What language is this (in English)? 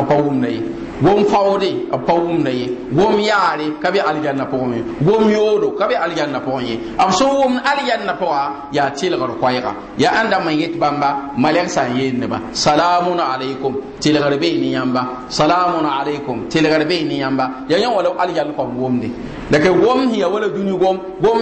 Mossi